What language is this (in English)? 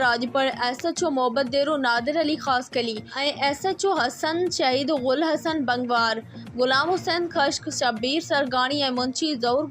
Sindhi